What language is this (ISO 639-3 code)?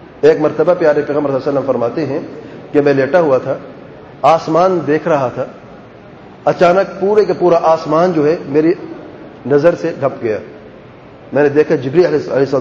urd